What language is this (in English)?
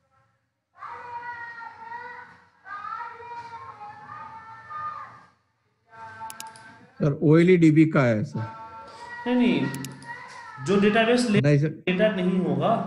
Hindi